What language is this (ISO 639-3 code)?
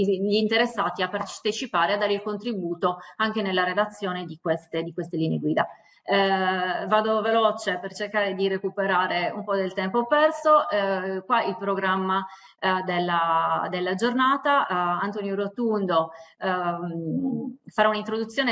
ita